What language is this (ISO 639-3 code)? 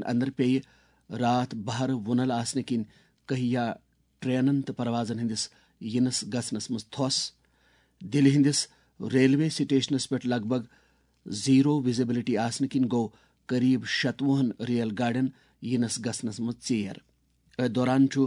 kas